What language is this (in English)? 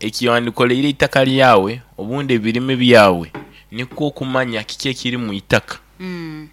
Nyoro